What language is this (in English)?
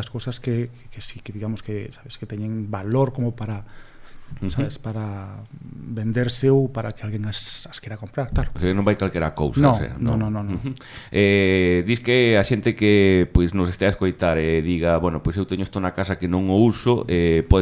Galician